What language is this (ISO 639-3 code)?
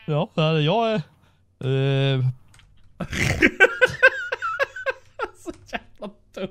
swe